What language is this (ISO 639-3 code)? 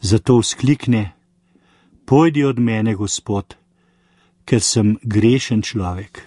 slv